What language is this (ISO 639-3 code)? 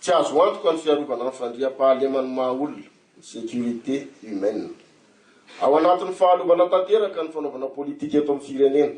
mlg